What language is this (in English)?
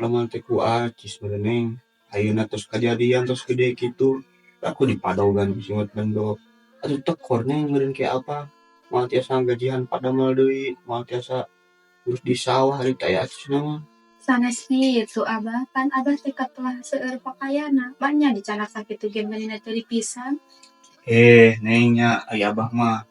Sundanese